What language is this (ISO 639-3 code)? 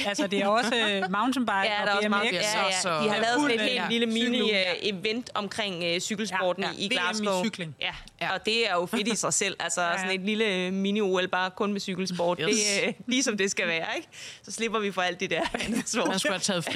dan